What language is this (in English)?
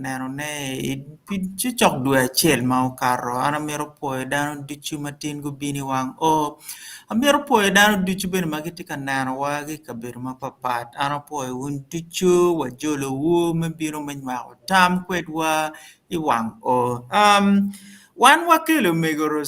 Acoli